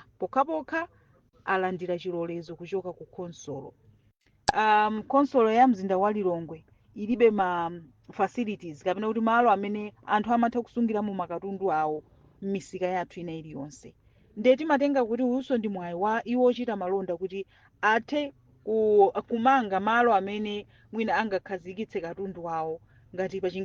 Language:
Nyanja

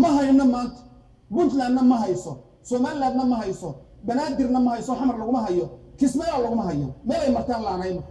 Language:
Somali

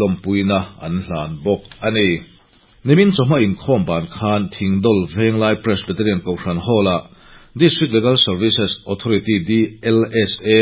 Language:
Mizo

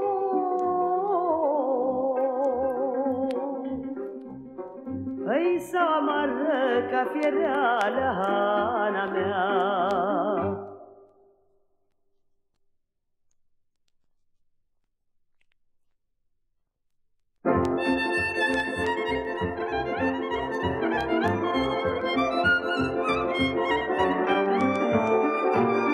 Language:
Romanian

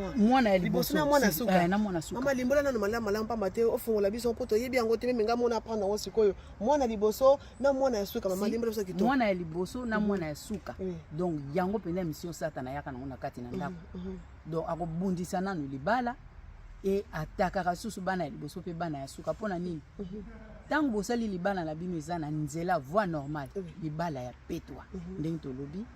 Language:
Lingala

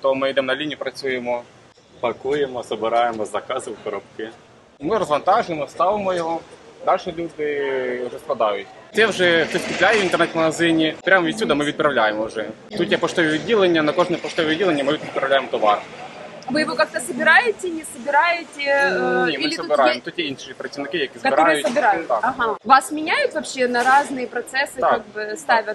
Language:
Ukrainian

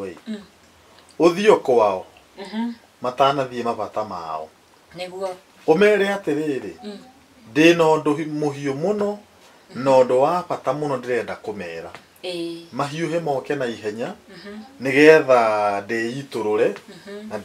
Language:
Kikuyu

